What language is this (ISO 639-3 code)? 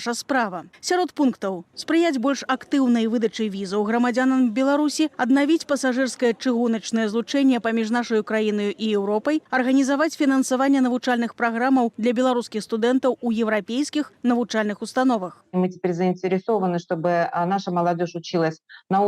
bel